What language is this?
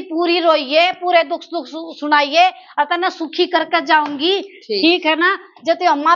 Haryanvi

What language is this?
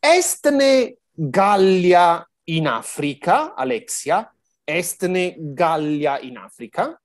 Latin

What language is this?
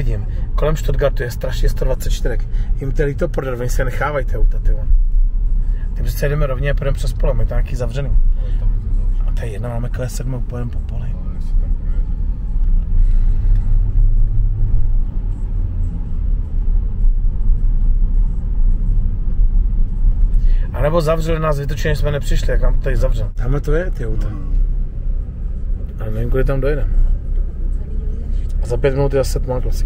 Czech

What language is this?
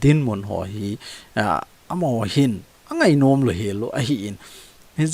Thado Chin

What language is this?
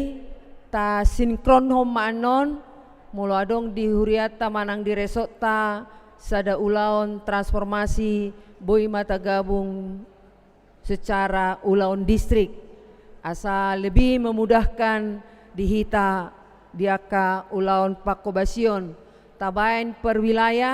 Batak Toba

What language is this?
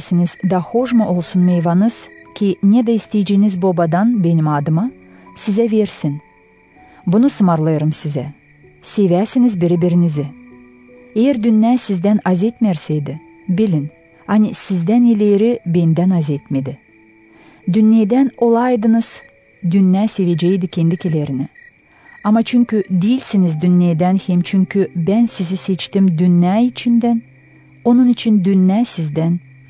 Gagauz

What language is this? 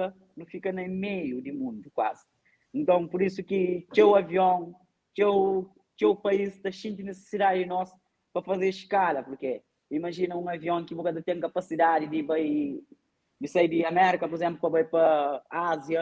Kabuverdianu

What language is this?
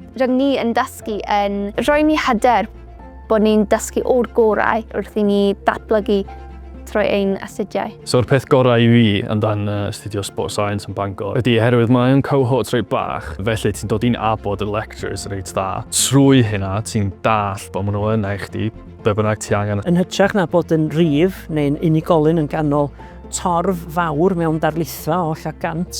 Welsh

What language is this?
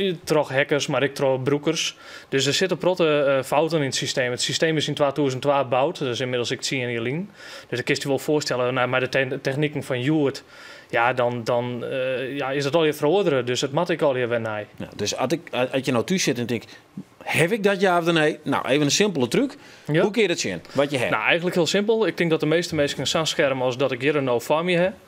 Western Frisian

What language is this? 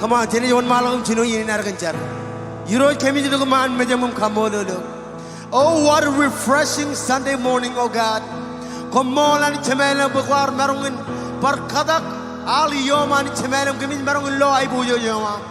Marshallese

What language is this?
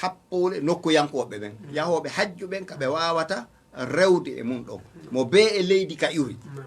Fula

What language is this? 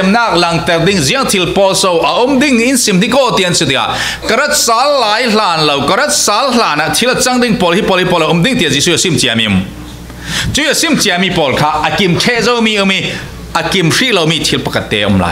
Falam Chin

